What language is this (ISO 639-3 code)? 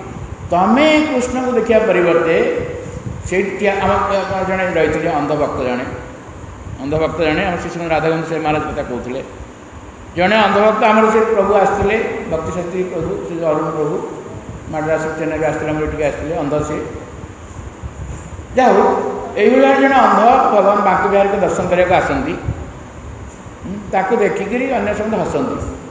ori